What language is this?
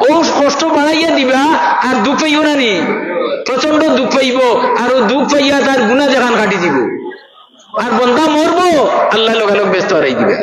Sylheti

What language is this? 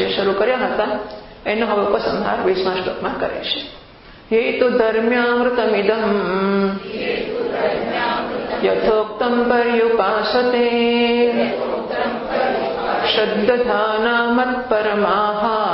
Gujarati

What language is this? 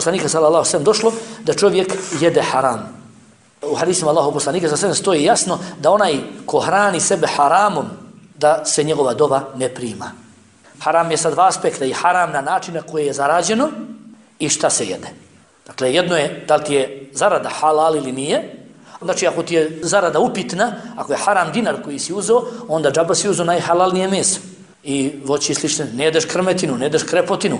Bosnian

